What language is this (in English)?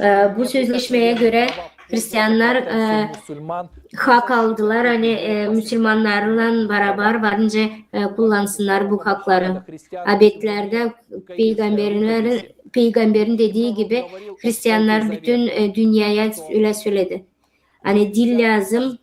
Gagauz